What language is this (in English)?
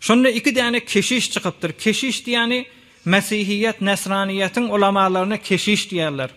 Turkmen